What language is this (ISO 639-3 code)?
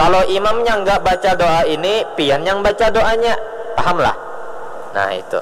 bjn